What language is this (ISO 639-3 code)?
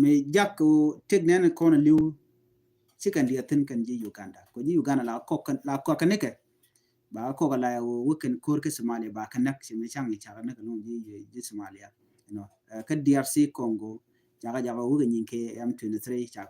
nus